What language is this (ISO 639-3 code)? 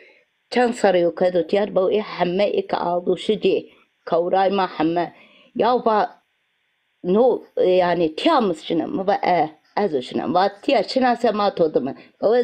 zza